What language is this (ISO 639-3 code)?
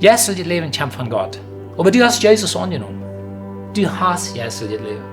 pdt